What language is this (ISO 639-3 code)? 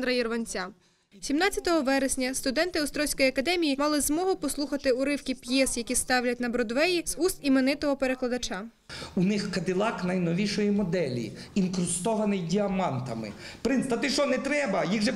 ukr